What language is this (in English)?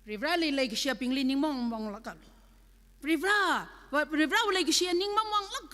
Tangkhul Naga (India)